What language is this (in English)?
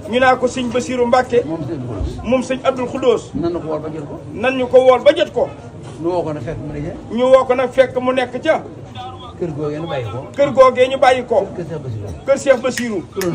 Wolof